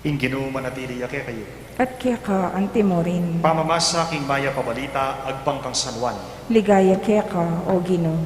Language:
Pampanga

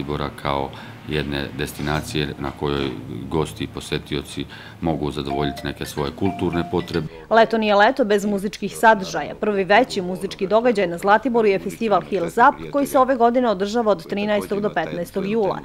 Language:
Serbian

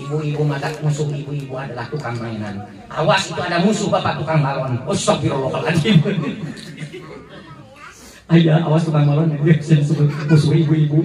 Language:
Sundanese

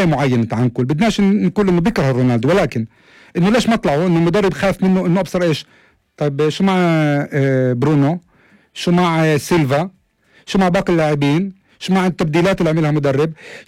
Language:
North Levantine Arabic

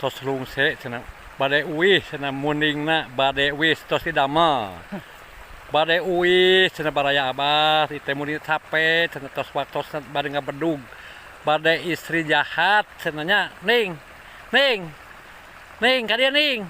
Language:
Sundanese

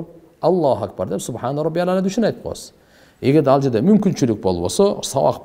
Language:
Kyrgyz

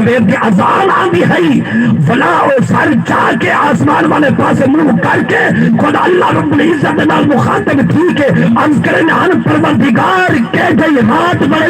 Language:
Saraiki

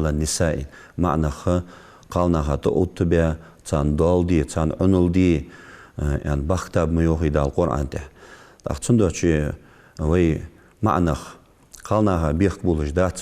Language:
Ingush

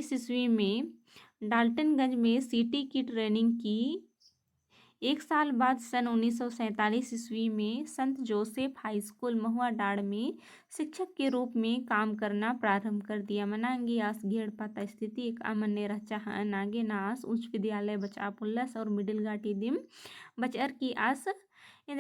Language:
Kurukh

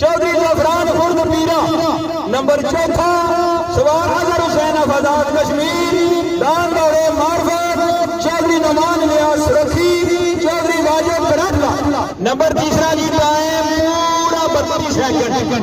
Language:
Pahari-Potwari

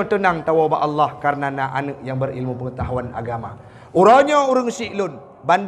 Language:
Achinese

